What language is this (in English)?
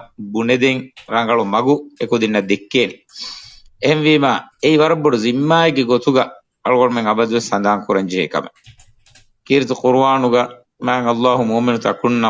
Divehi